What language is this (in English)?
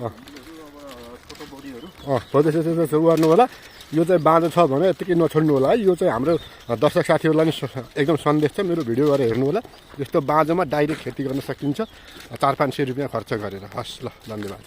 Nepali